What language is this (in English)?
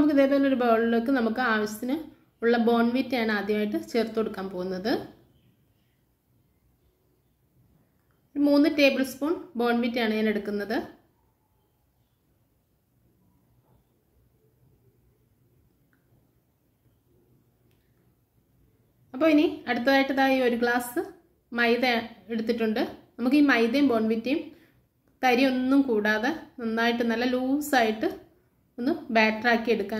Malayalam